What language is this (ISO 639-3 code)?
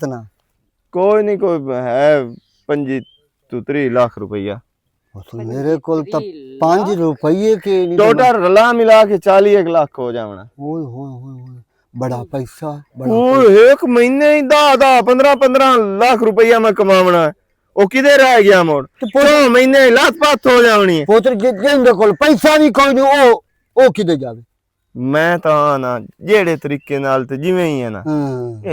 lah